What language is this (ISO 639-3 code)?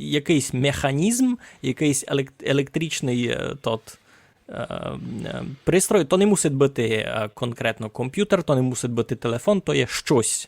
rue